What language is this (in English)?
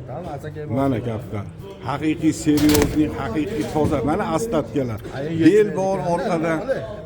Uzbek